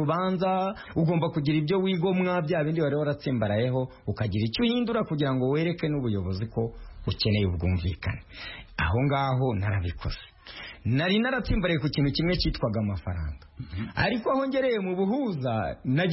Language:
Kinyarwanda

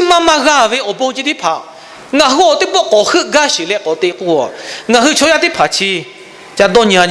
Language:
Lahu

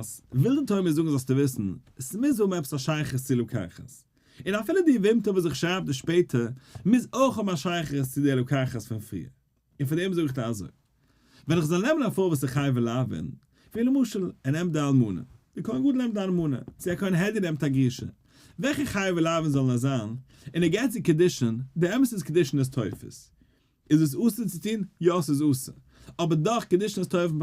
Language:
Yiddish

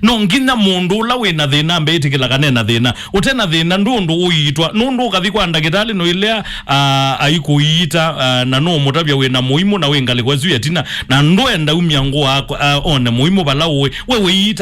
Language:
Kamba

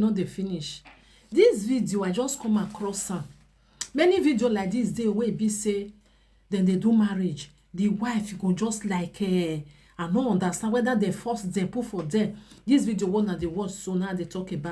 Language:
Nigerian Pidgin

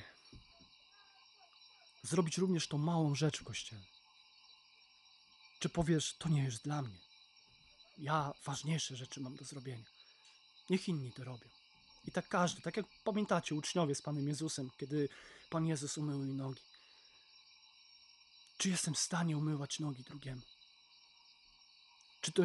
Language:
Polish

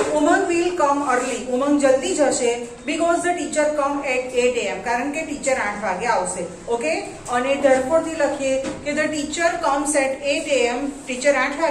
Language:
Gujarati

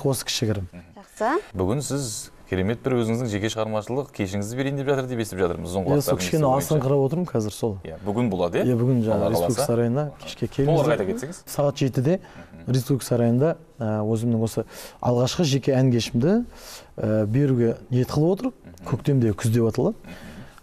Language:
Kazakh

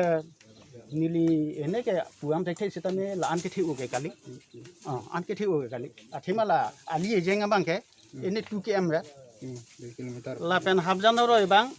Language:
Karbi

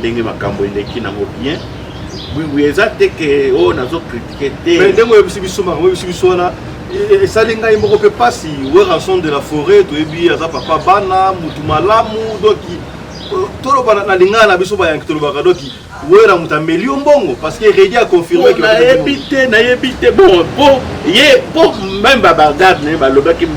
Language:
Lingala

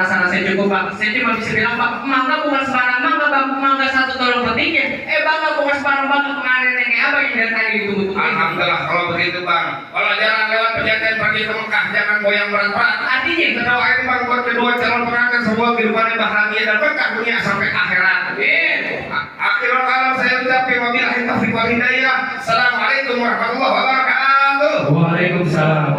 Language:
Betawi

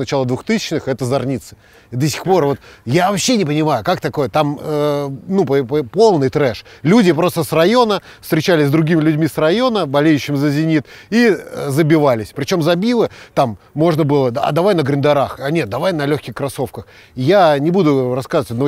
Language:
Russian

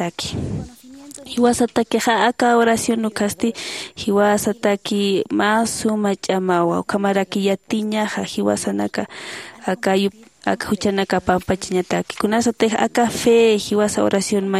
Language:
Aymara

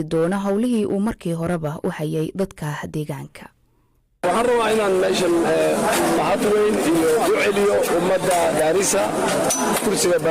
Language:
Somali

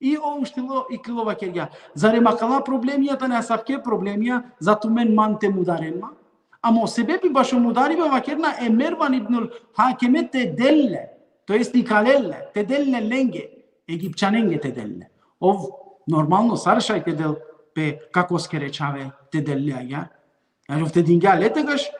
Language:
Balkan Romani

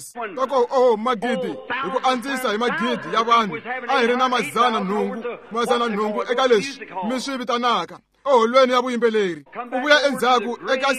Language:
Tsonga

